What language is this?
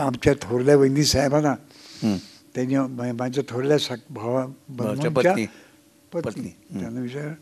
Marathi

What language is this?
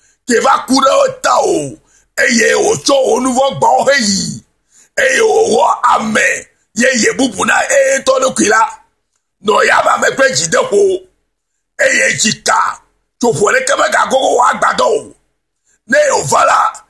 Ewe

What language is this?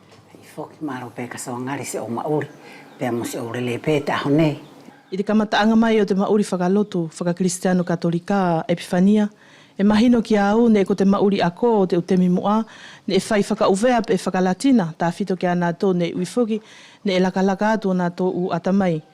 Wallisian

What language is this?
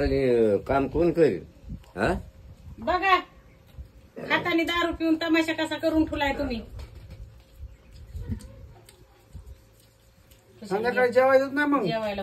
Marathi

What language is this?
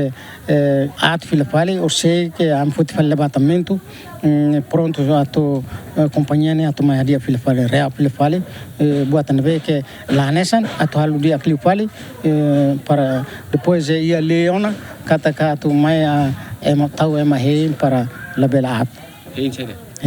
Tetum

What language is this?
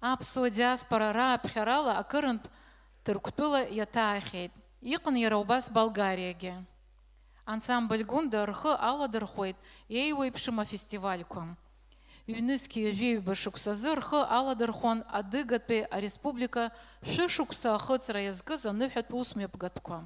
Abkhazian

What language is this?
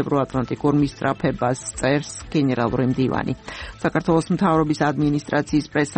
Georgian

